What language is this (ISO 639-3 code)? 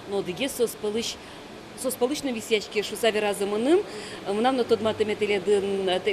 udm